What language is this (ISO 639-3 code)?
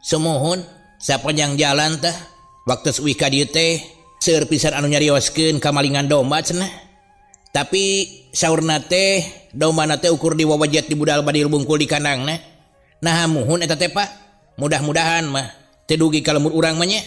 sun